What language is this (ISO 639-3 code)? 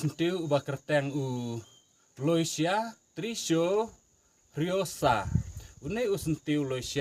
kha